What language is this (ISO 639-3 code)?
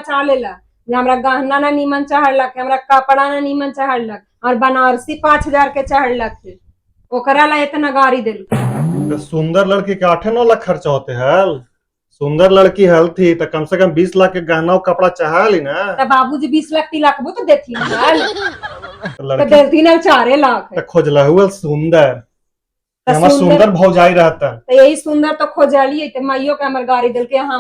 mag